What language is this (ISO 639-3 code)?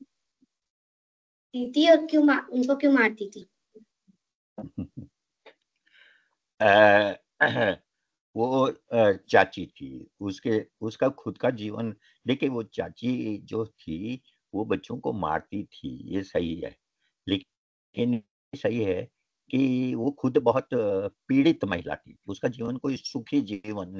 hin